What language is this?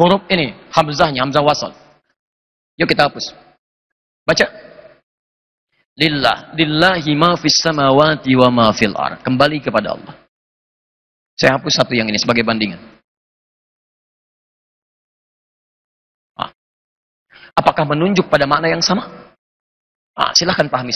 Indonesian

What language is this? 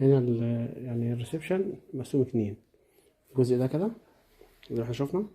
Egyptian Arabic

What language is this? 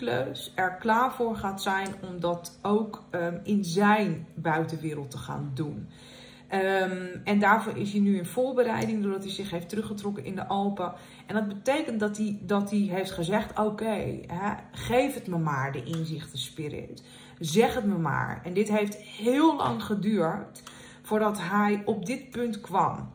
Dutch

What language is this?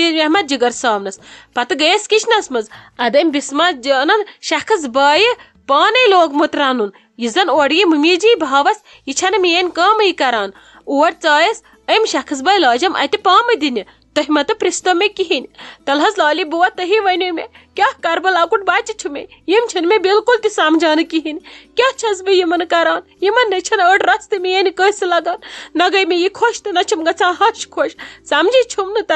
Kashmiri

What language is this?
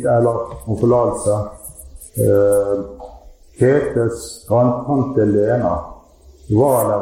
Norwegian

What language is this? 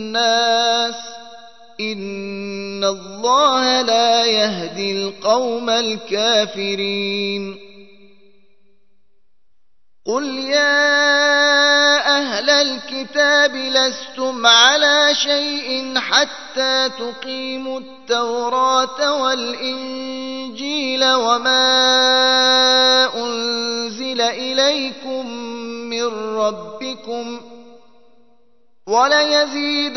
Arabic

